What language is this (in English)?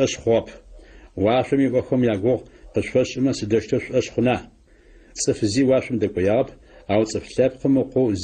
Adyghe